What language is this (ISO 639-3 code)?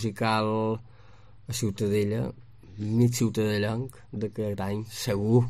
cat